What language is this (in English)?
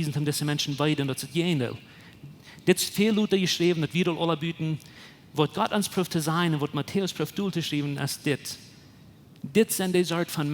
Plautdietsch